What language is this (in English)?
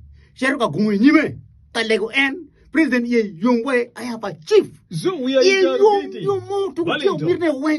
Acoli